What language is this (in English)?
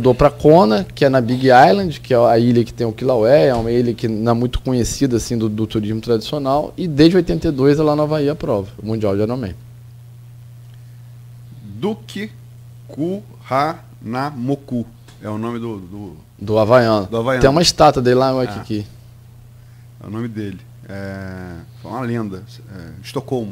Portuguese